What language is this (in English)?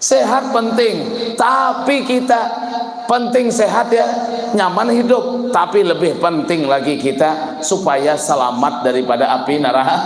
Banjar